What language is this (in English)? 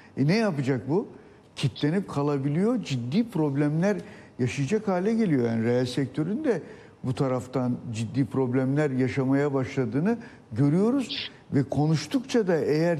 Turkish